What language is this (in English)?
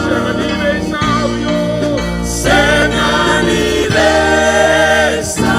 Fijian